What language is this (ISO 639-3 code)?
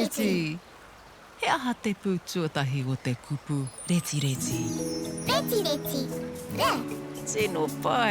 mri